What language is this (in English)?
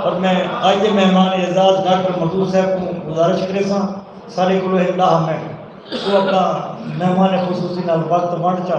Saraiki